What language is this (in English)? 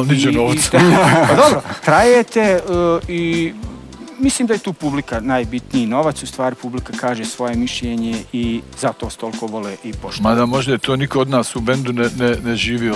Serbian